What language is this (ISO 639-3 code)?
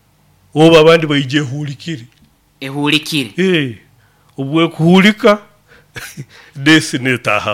nyo